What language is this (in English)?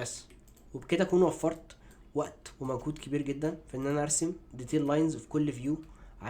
Egyptian Arabic